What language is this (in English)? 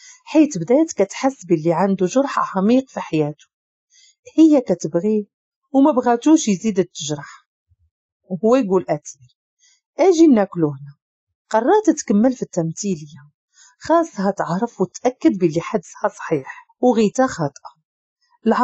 Moroccan Arabic